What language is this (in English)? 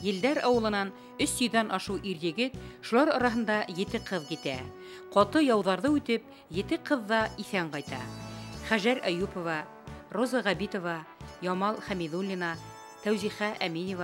Bashkir